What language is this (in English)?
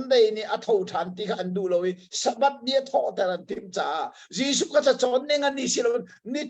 Hakha Chin